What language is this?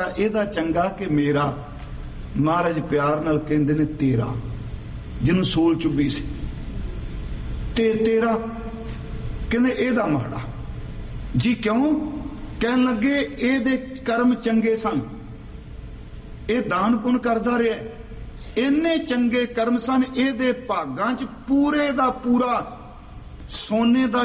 Punjabi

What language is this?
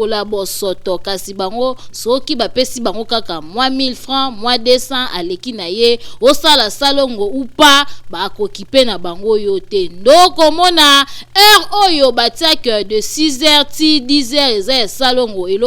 Lingala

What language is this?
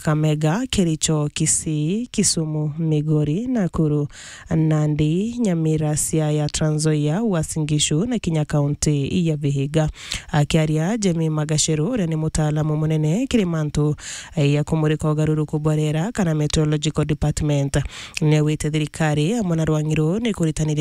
Meru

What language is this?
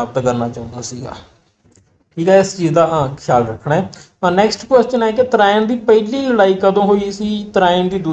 Punjabi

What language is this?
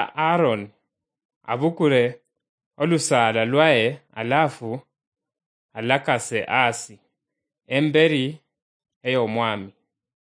Luyia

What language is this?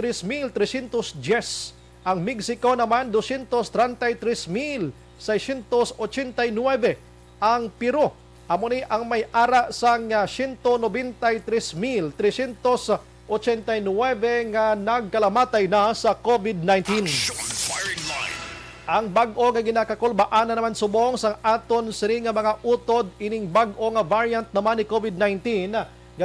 Hiligaynon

